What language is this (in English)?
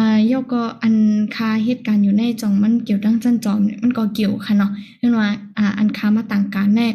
Shan